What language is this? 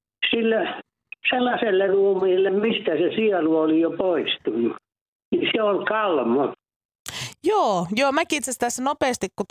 Finnish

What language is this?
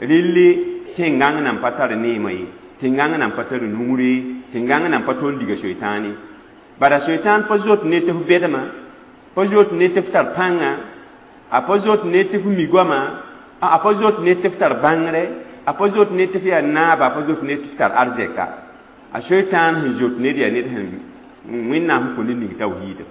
Mossi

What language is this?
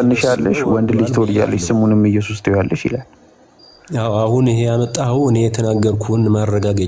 Amharic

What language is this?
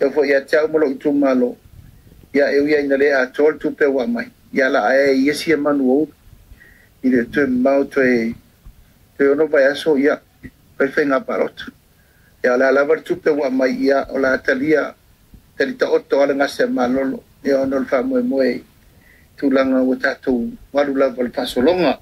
Samoan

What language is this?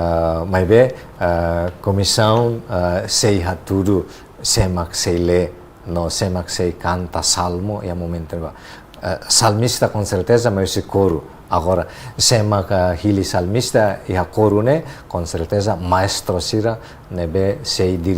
Tetum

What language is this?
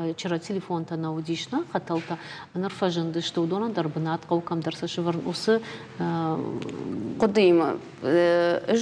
Ossetic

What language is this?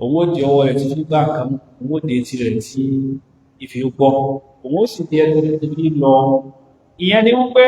Yoruba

